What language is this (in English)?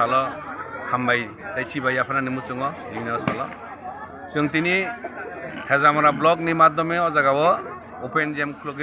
Kok Borok